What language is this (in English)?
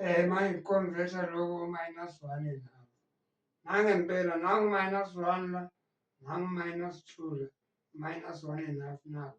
Zulu